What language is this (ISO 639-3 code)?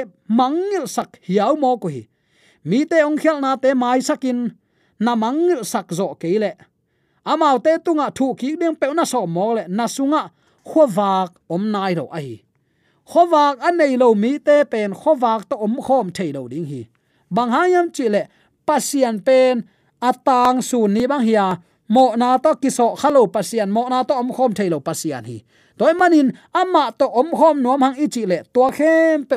ctd